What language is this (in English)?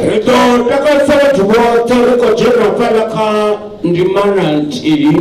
Venda